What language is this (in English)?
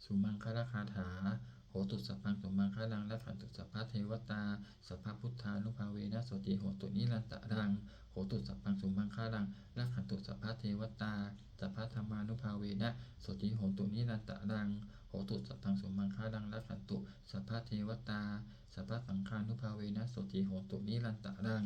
Pali